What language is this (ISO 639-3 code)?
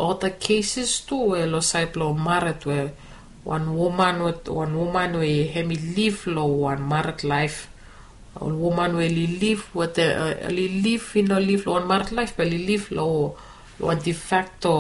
bis